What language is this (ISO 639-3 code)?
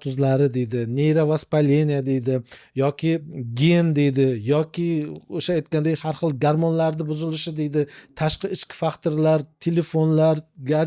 uzb